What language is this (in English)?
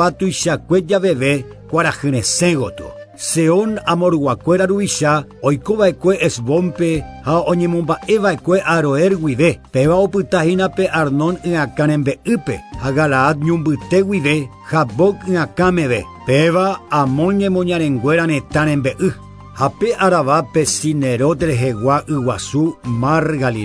Guarani